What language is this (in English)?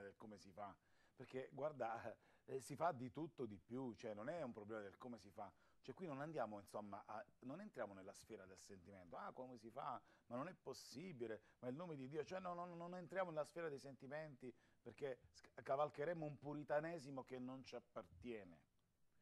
Italian